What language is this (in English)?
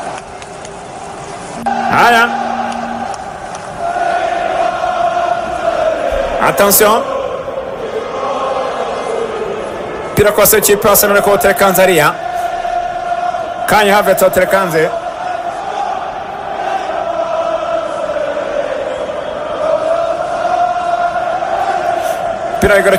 Kinyarwanda